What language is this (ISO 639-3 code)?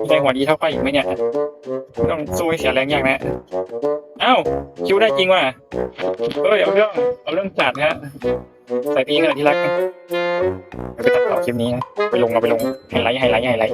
lao